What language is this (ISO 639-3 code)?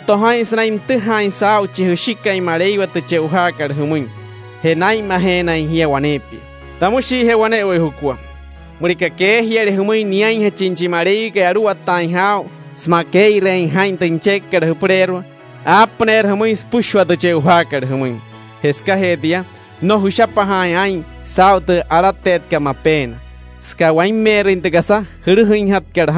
guc